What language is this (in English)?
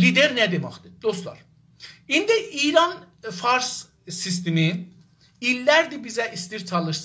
South Azerbaijani